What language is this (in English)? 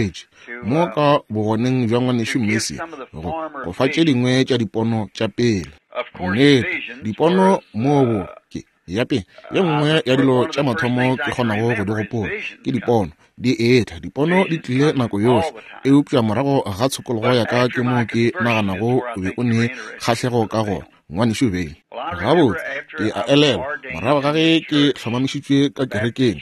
Northern Sotho